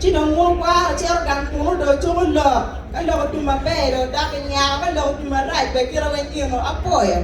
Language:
Acoli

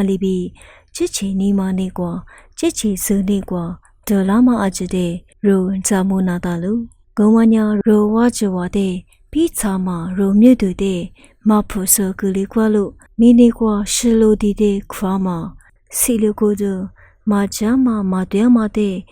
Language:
Lisu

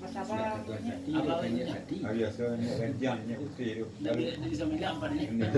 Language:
Minangkabau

